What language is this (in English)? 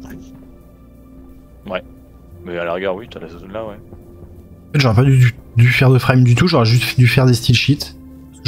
French